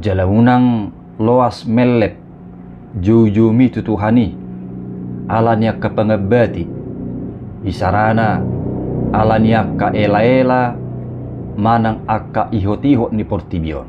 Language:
Batak Toba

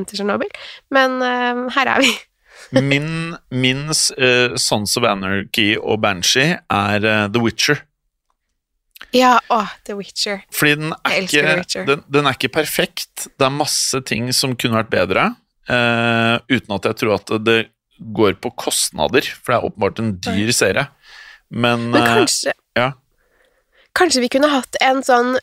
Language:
Norwegian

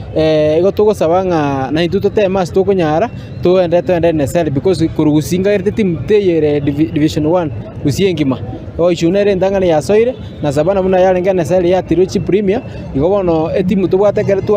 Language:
Gusii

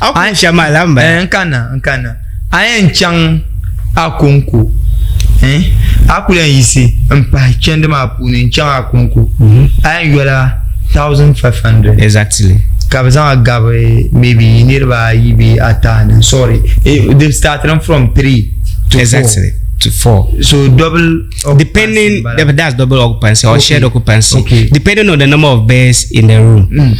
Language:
Dagbani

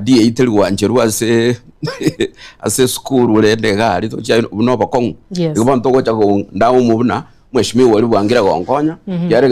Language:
Gusii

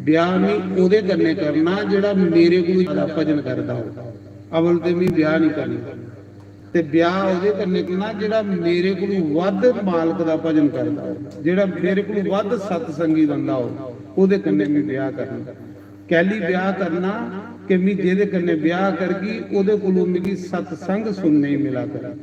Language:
Dogri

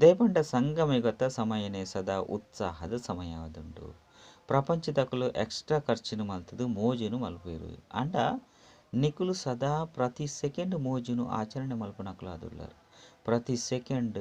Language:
Tulu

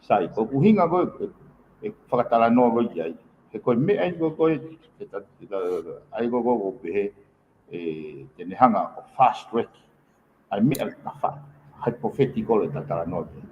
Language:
Tongan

